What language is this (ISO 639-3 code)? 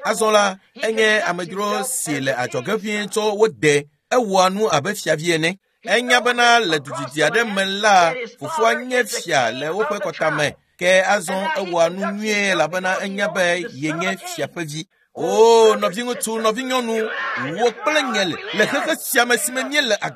ewe